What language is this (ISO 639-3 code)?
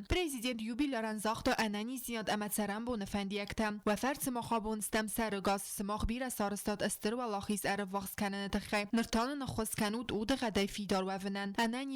oss